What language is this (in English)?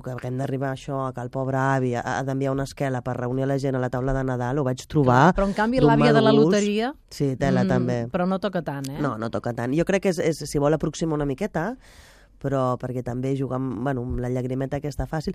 Catalan